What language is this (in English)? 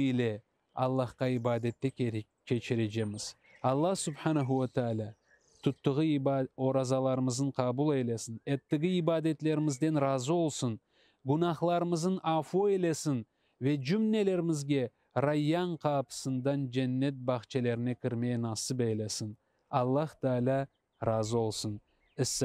Crimean Tatar